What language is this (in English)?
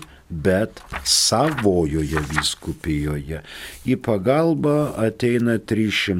Lithuanian